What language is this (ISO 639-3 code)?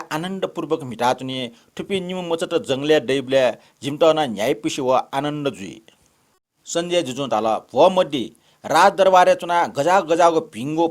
new